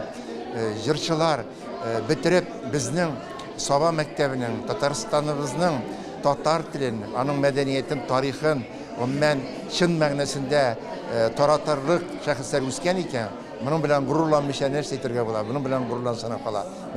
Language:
Tatar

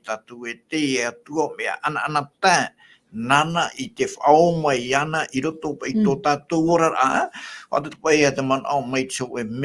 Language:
Tahitian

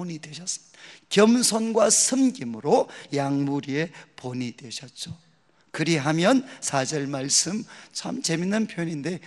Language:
Korean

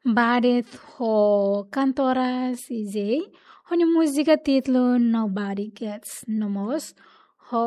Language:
Tetum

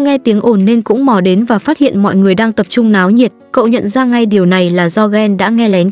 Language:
Vietnamese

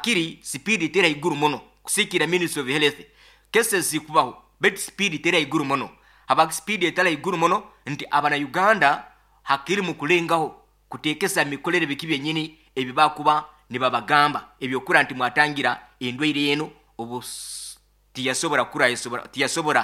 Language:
Nyoro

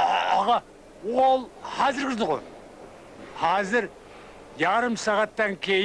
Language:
Kara-Kalpak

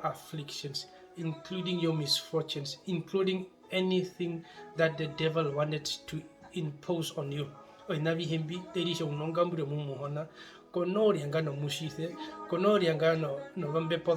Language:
Herero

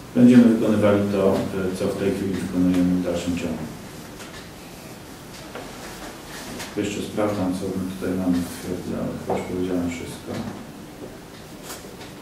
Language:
Polish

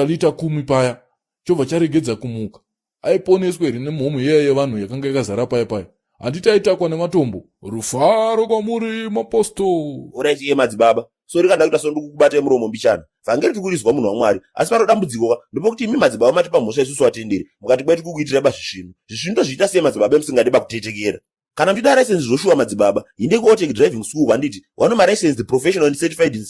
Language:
Shona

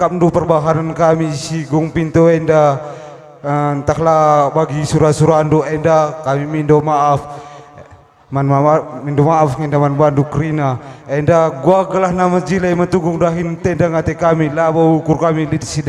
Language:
Batak Karo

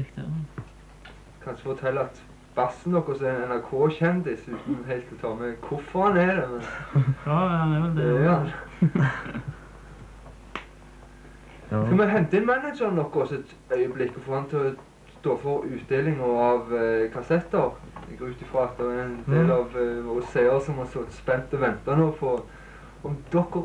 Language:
Norwegian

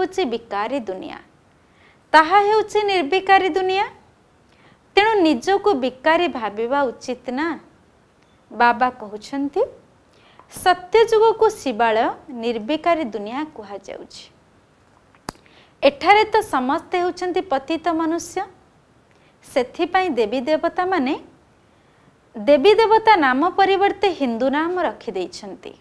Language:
Odia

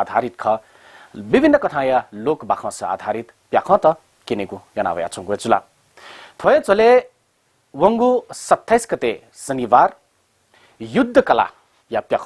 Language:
Newari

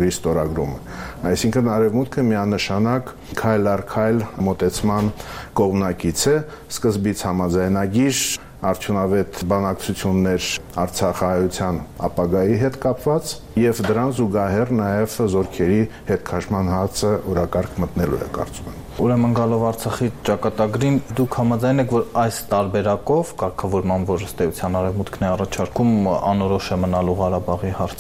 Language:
Armenian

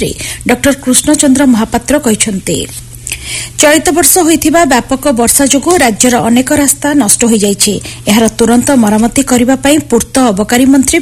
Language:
Odia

